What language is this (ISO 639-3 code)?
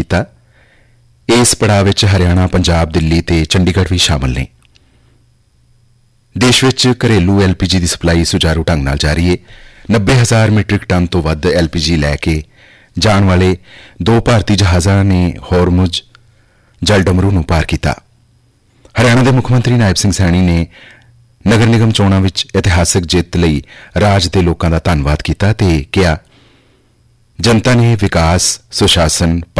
pan